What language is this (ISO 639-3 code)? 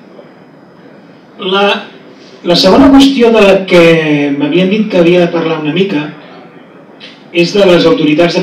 cat